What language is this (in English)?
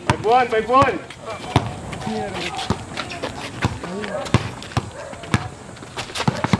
Filipino